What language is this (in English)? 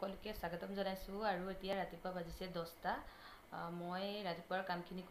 Assamese